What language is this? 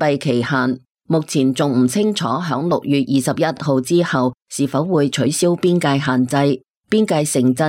Cantonese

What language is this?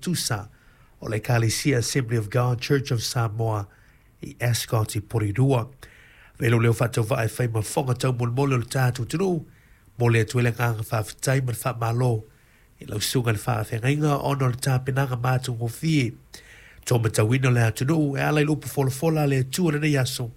Samoan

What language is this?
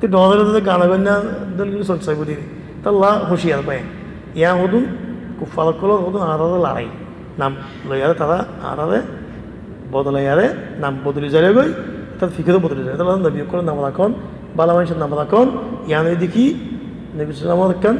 Rohingya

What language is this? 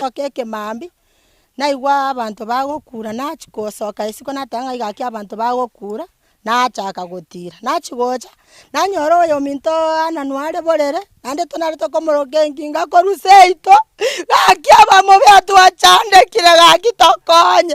Gusii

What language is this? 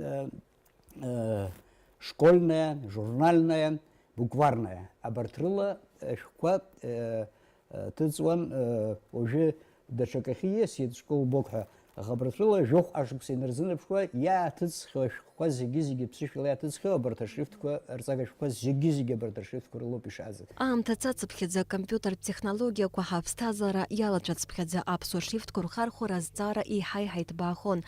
Abkhazian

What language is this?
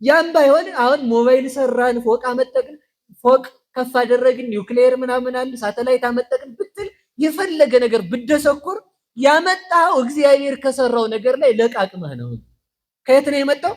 Amharic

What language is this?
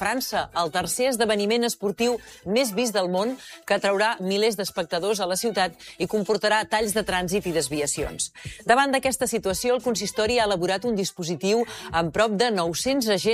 Catalan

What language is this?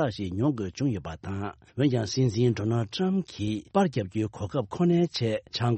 Tibetan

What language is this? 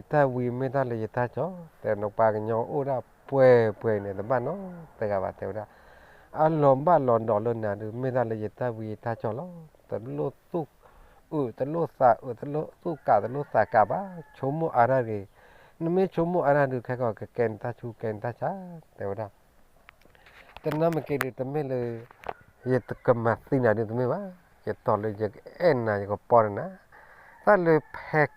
S'gaw Karen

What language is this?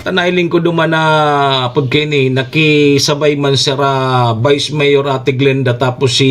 Bikol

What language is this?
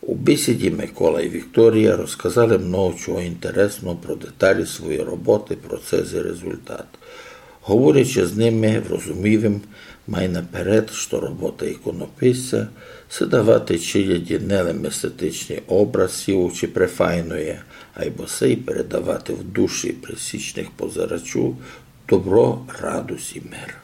Rusyn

